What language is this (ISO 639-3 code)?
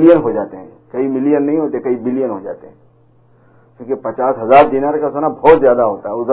urd